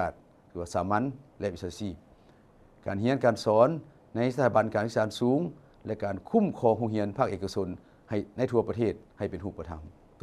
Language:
Lao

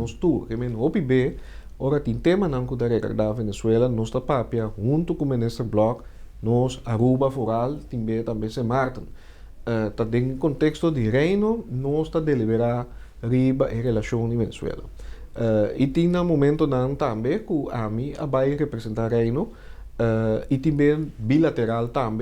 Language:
Papiamento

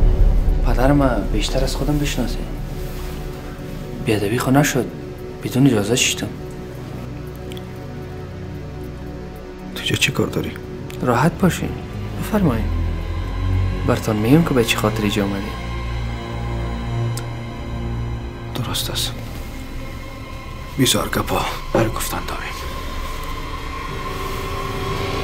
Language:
Persian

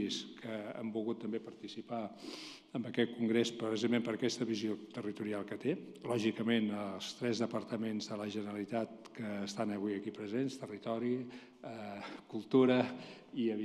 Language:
Catalan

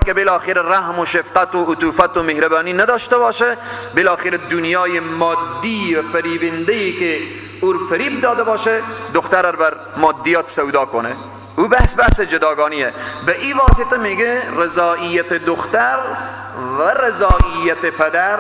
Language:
Persian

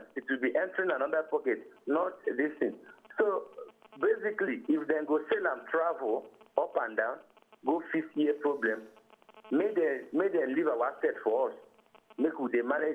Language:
Nigerian Pidgin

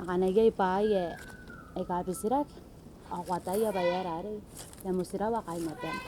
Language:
Gilbertese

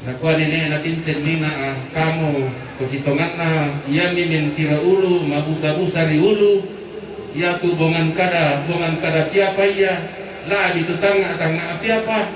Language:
Toraja-Sa'dan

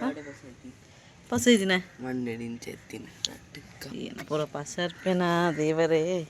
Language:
Tulu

